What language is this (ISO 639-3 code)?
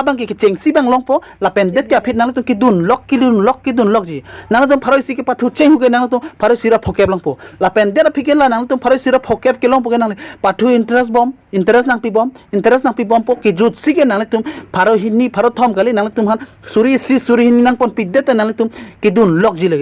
mjw